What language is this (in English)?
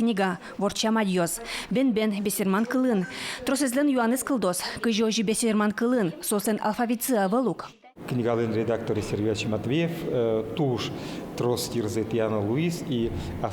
Udmurt